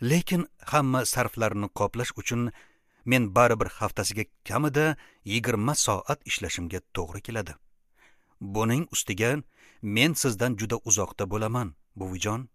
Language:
Uzbek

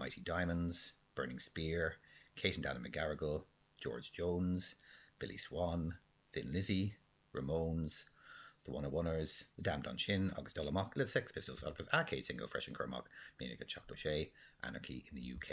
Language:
Irish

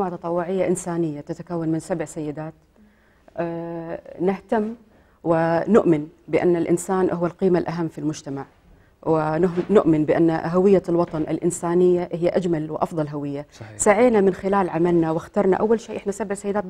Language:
Gulf Arabic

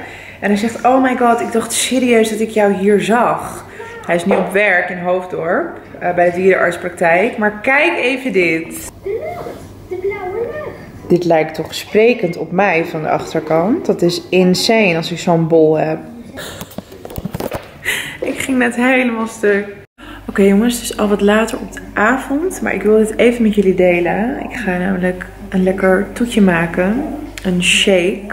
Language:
Dutch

